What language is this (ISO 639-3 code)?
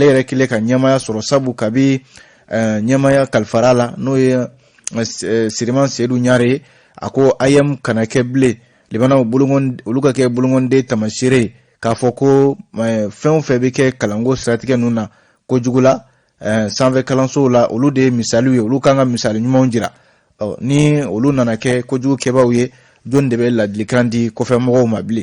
bam